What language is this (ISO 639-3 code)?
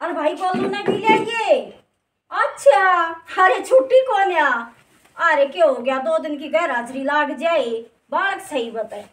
bgc